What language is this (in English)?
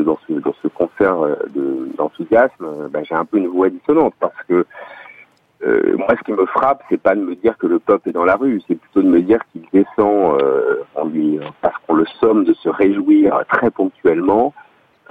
French